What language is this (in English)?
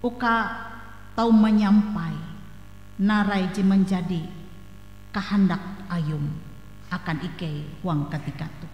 Ngaju